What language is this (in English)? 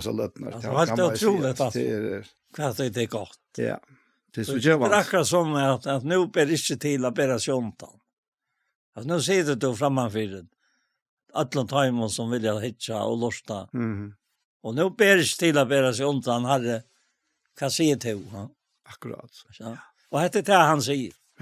Faroese